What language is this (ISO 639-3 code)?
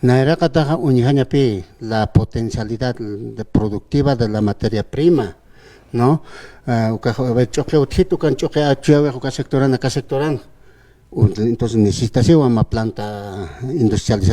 aym